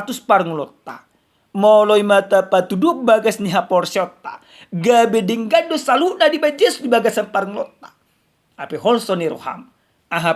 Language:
Batak Toba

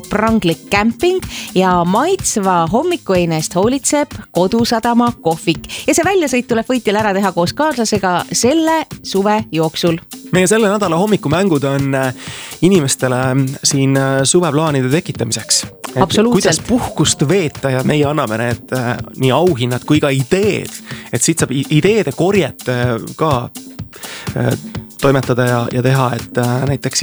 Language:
Estonian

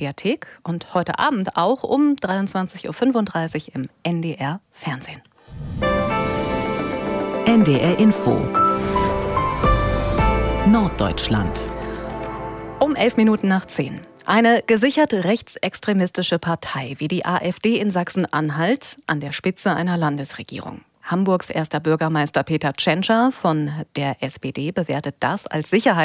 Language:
German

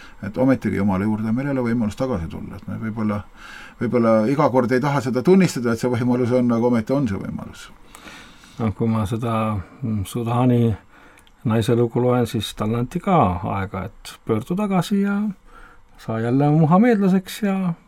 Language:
Estonian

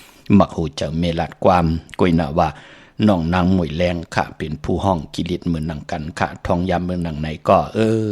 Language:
Shan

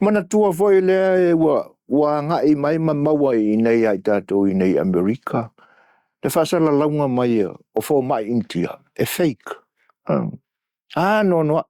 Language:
Samoan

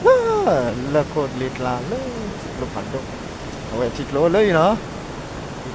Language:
S'gaw Karen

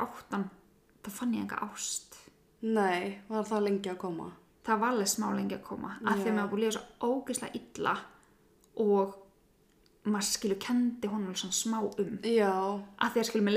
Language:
Icelandic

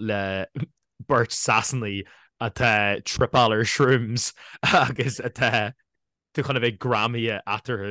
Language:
Irish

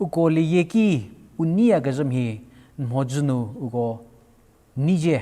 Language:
Angami Naga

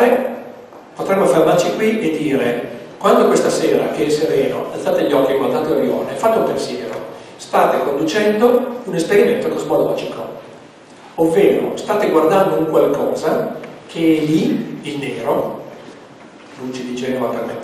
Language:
Italian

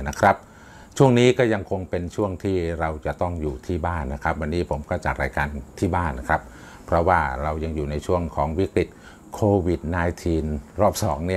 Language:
Thai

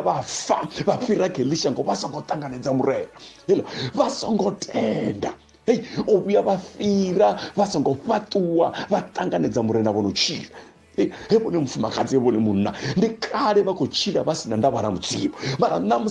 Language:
Venda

